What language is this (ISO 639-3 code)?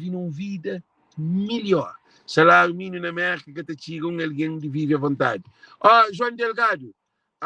kea